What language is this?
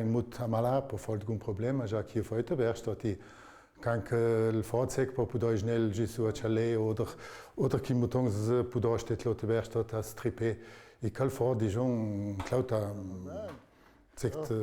Ladin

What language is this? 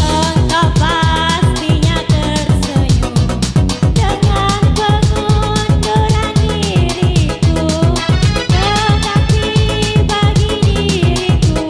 Musi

